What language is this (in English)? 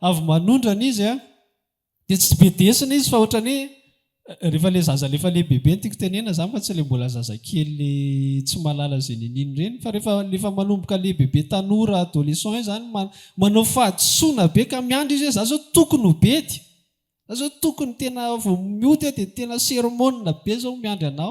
Malagasy